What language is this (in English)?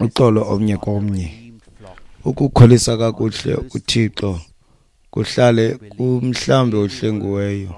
Xhosa